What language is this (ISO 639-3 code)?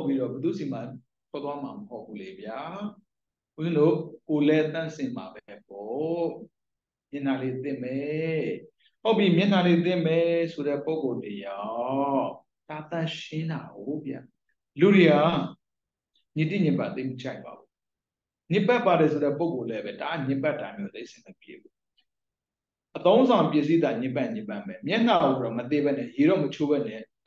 mya